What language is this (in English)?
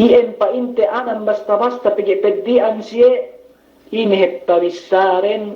Yakan